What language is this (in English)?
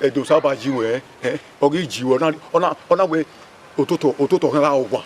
Bini